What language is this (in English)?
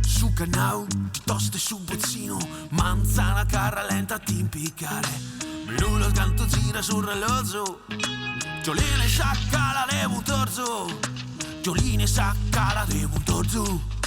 Sardinian